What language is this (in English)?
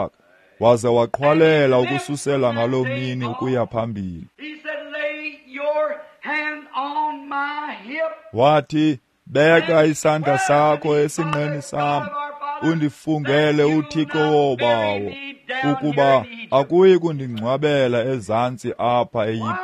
Xhosa